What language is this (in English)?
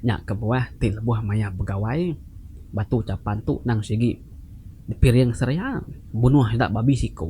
Iban